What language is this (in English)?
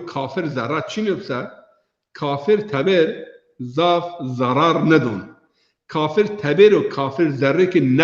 Zaza